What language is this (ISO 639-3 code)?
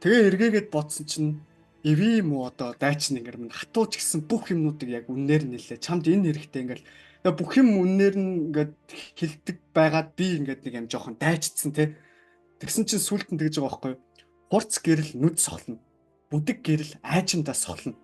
mon